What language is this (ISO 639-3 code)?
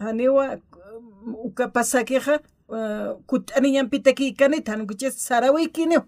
aym